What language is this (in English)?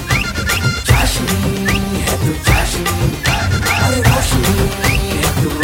Hindi